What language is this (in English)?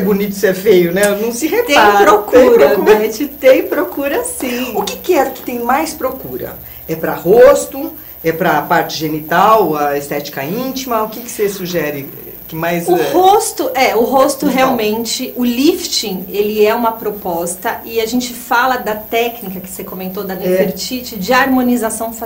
Portuguese